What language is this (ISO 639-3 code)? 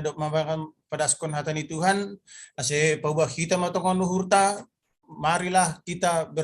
bts